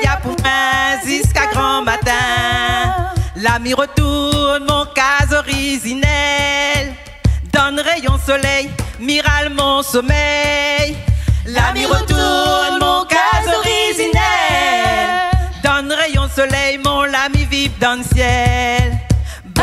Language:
Réunion Creole French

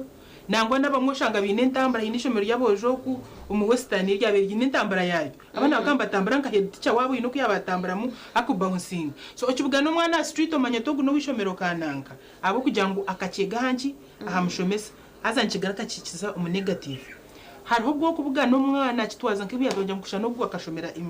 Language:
Nyankole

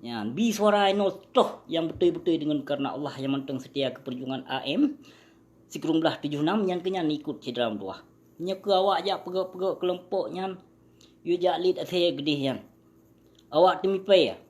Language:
Achinese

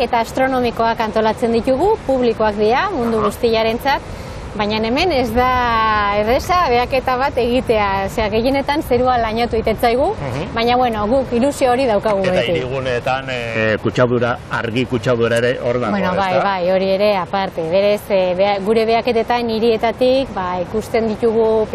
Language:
Basque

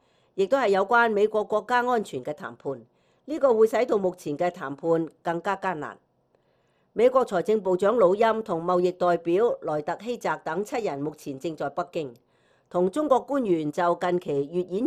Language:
Cantonese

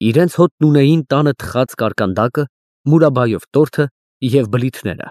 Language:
Armenian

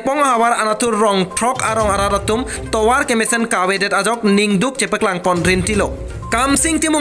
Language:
Karbi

